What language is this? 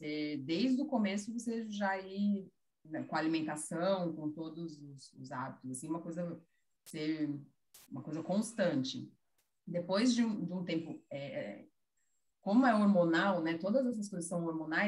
Portuguese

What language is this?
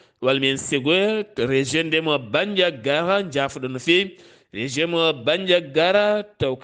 Fula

